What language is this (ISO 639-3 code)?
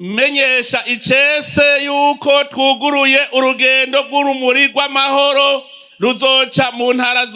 run